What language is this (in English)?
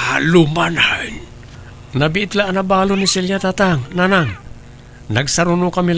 Iloko